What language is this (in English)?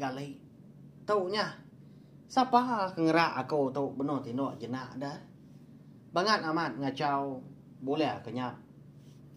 Iban